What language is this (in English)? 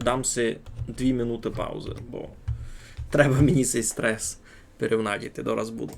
Rusyn